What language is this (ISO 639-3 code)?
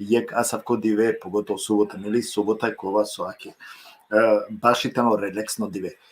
rmn